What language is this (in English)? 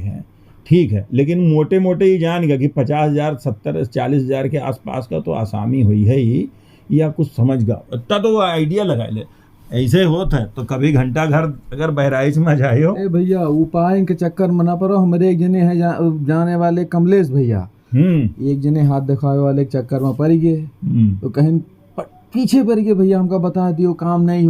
Awadhi